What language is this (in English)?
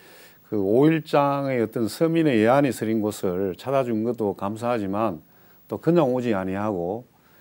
Korean